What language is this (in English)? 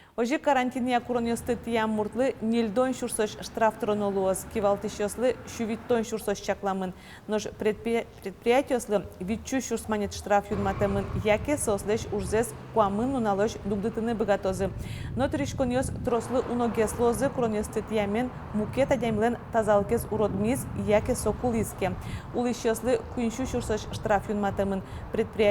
Udmurt